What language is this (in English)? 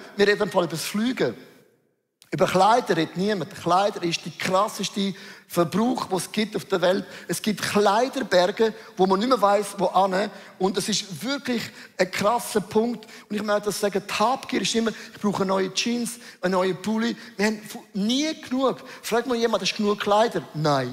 Swiss German